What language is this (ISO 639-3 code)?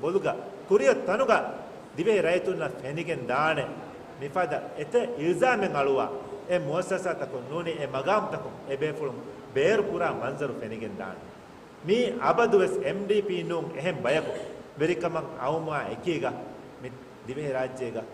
div